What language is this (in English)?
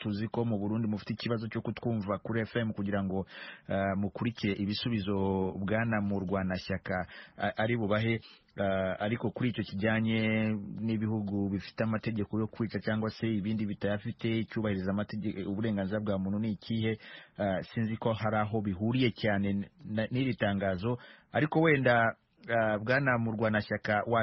Kinyarwanda